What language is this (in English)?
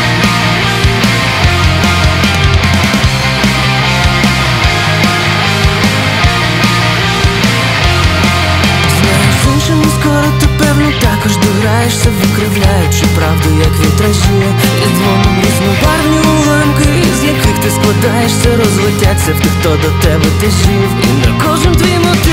Ukrainian